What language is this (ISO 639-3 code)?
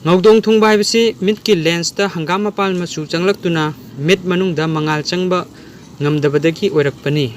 mni